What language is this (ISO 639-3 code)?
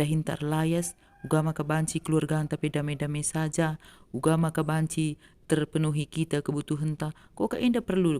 btx